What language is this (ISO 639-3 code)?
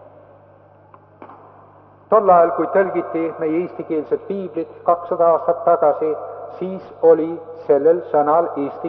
est